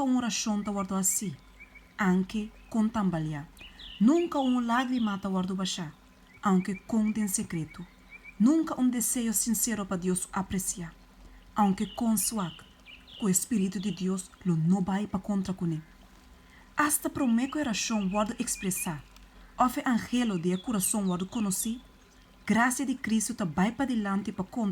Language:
Papiamento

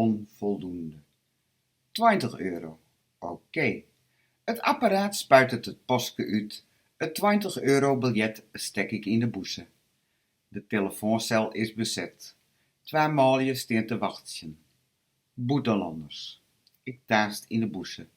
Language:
Western Frisian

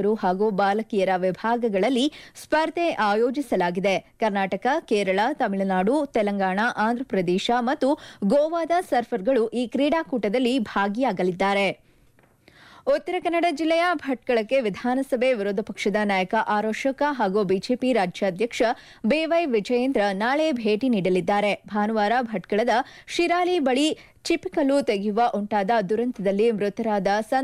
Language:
Kannada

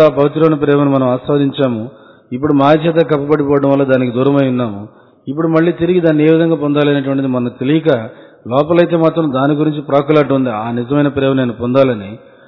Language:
Telugu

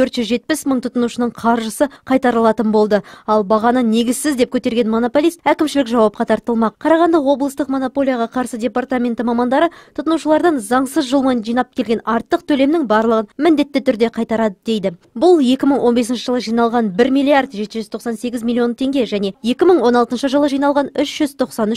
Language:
Kazakh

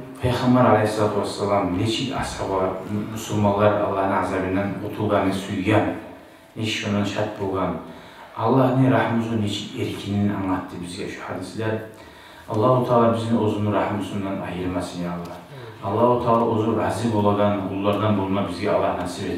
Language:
Kumyk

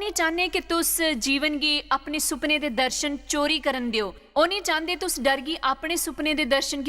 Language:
Dogri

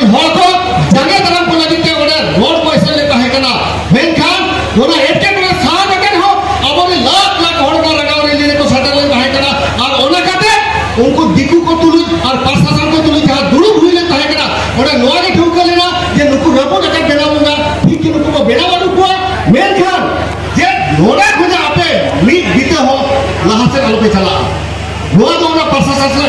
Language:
Santali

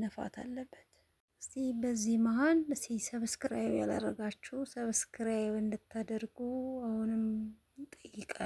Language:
Amharic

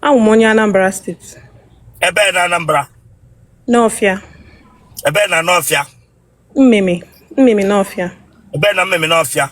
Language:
Igbo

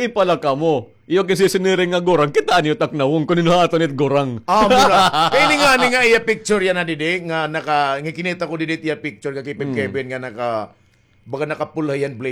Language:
Waray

